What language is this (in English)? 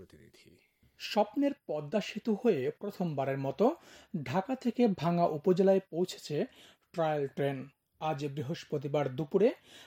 Bangla